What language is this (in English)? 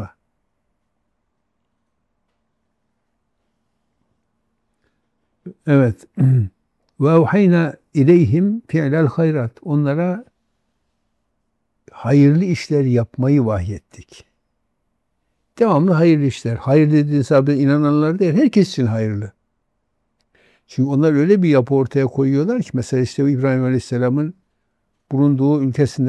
Turkish